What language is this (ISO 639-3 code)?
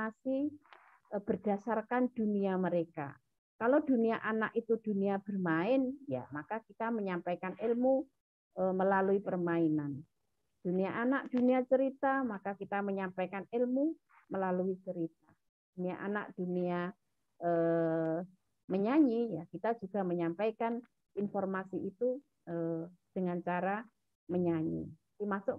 ind